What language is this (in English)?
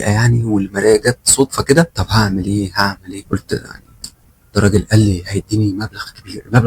Egyptian Arabic